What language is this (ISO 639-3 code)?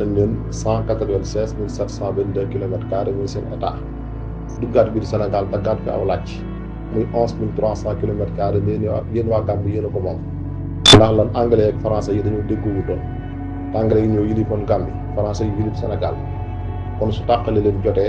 wol